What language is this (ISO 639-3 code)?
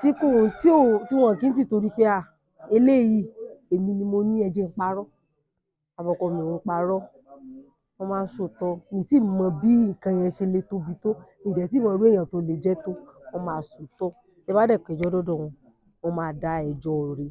yor